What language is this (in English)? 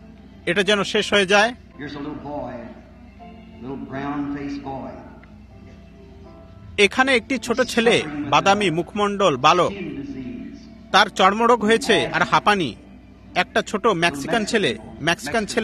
Bangla